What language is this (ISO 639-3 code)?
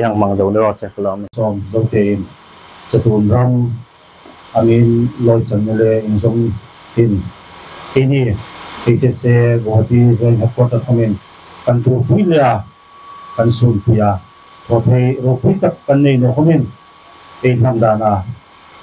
hmr